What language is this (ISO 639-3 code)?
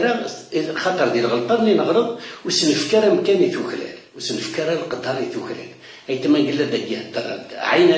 kab